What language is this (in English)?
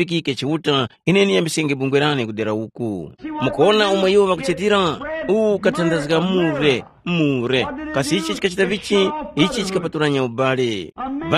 Tumbuka